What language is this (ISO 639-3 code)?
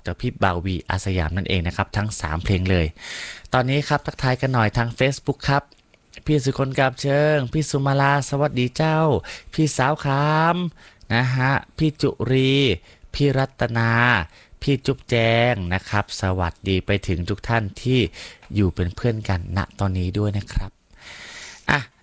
tha